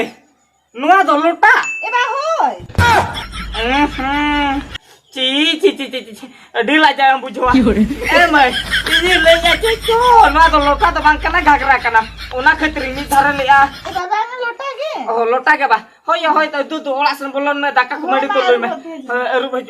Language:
Santali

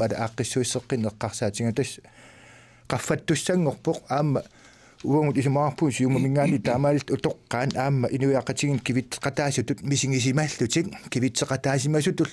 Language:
Kalaallisut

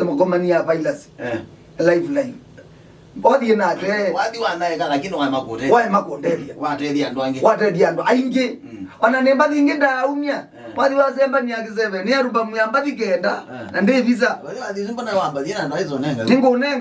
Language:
Kamba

